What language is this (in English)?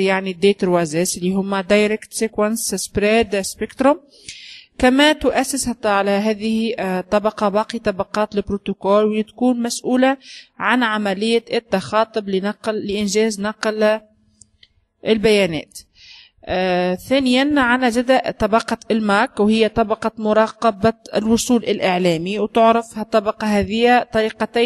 Tunisian Arabic